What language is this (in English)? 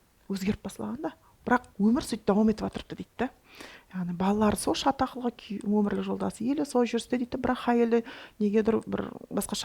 Kara-Kalpak